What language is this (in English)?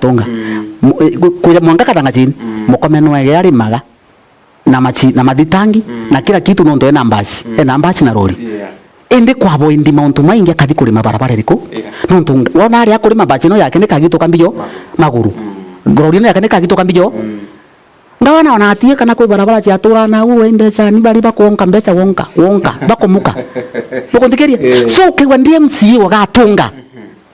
Meru